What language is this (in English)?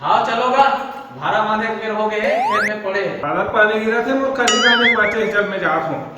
Chhattisgarhi